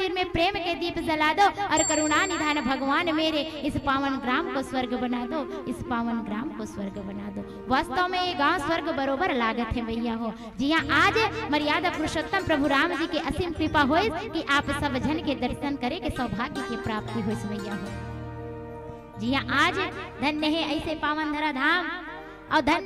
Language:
Chhattisgarhi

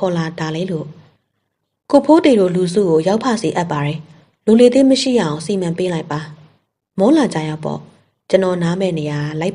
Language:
Burmese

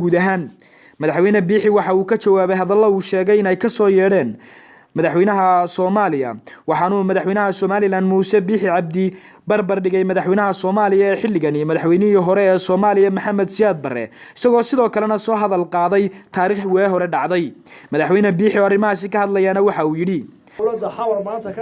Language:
Somali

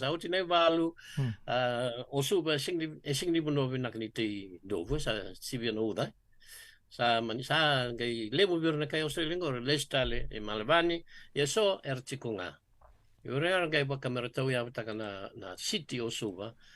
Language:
Fijian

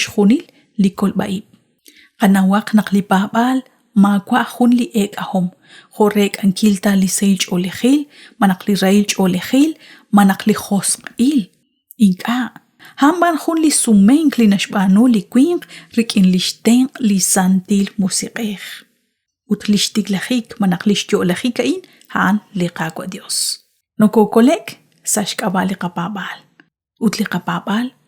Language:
Kekchí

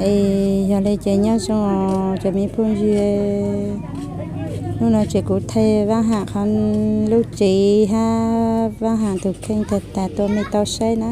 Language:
Hmong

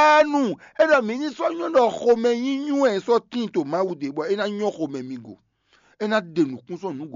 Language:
Fon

